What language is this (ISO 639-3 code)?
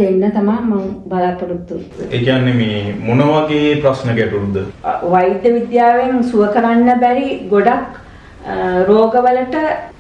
sin